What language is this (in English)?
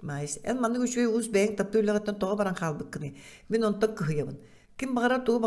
Yakut